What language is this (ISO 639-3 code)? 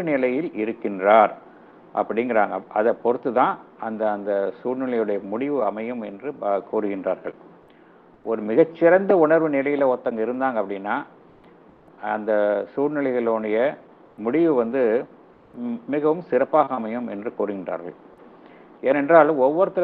tam